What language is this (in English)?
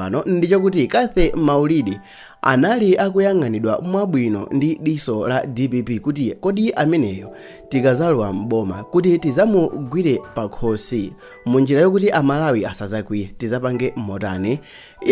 Nyanja